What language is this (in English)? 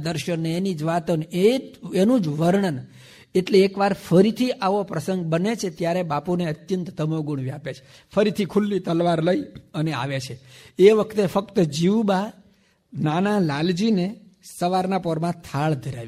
Gujarati